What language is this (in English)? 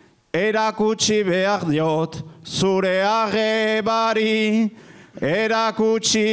Basque